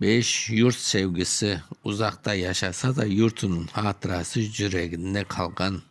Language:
Crimean Tatar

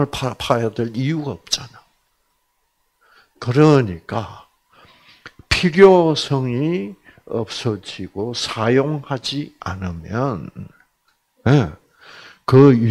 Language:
Korean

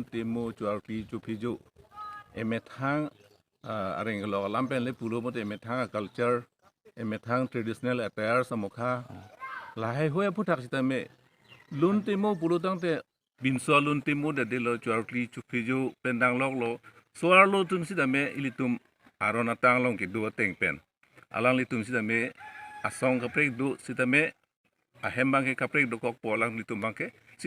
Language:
Karbi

